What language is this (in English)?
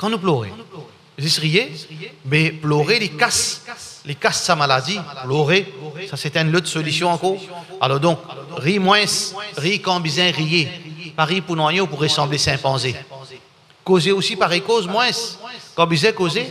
Morisyen